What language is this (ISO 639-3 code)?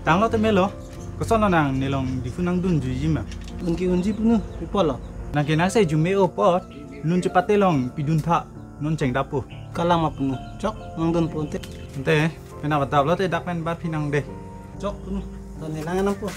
mjw